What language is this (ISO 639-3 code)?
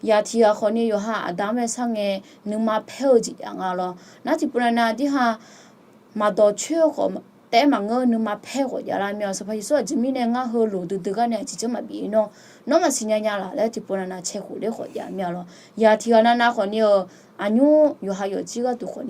ahk